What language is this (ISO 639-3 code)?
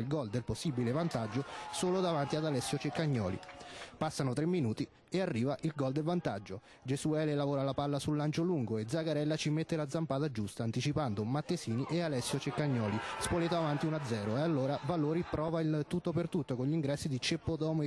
ita